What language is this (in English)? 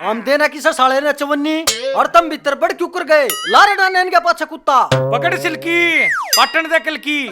Haryanvi